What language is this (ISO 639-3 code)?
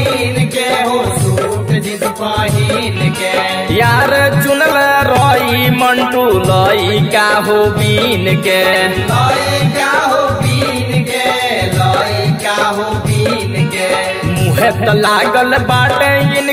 bho